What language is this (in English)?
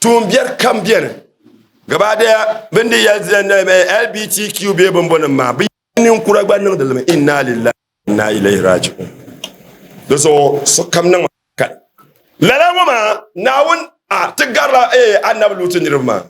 Dagbani